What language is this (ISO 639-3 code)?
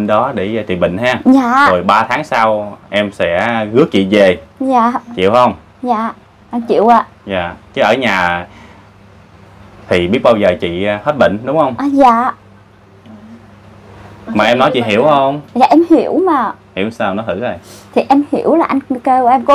vie